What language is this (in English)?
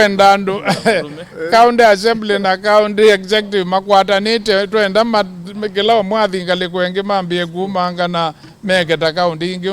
Kamba